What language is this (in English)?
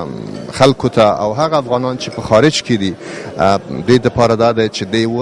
Pashto